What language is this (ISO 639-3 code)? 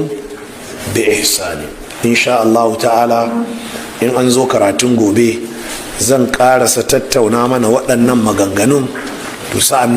hau